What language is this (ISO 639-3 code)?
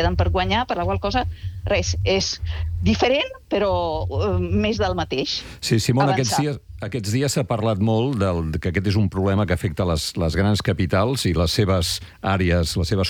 cat